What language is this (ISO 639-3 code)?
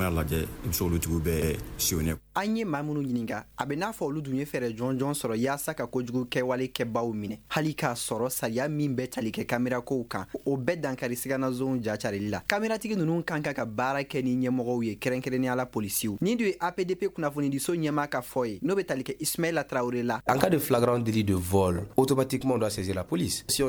bam